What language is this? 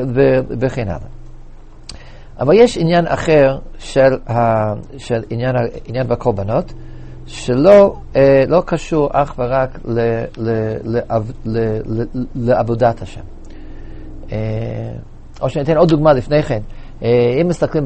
Hebrew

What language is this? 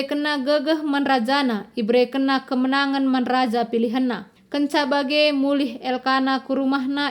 Batak Karo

